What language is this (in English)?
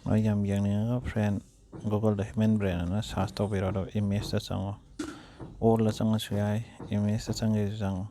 Manipuri